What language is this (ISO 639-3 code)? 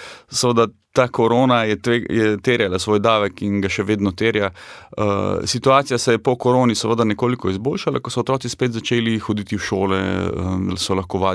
slv